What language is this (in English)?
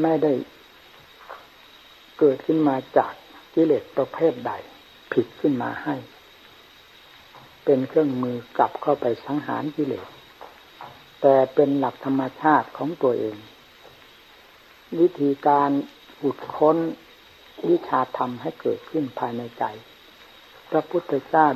Thai